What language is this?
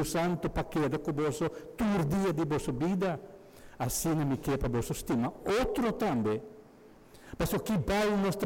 Papiamento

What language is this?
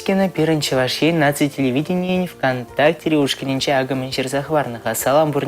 Chuvash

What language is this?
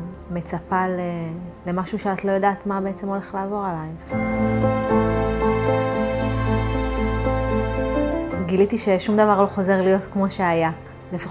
Hebrew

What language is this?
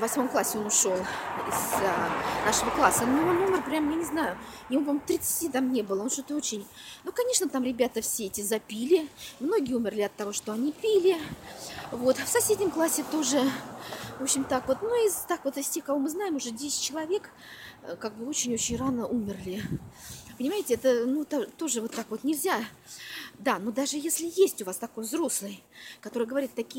Russian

